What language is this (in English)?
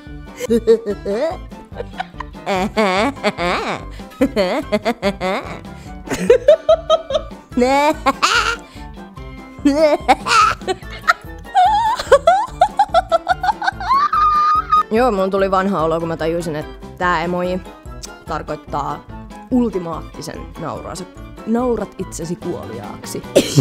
Finnish